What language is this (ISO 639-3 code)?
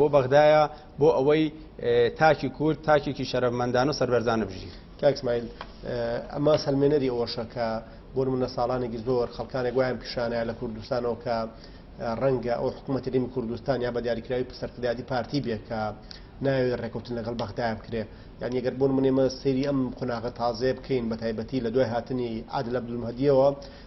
ckb